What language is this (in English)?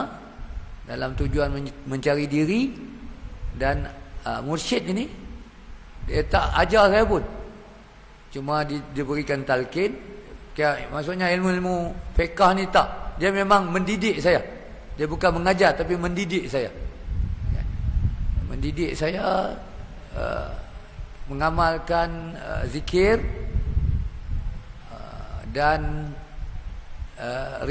Malay